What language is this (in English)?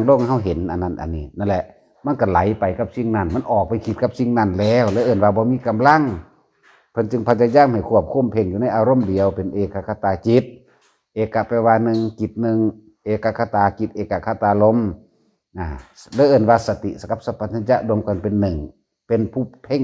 Northeastern Thai